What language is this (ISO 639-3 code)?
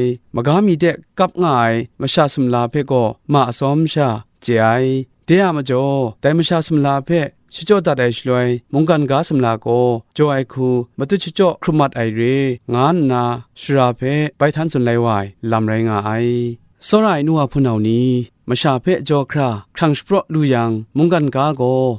kac